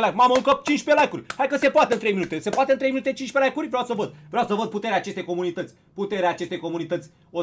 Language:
Romanian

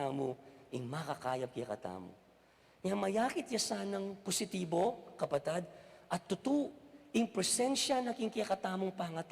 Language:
Pampanga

